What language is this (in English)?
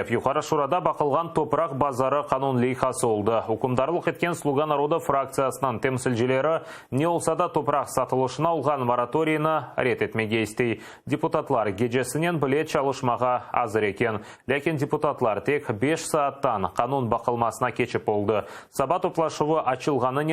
Crimean Tatar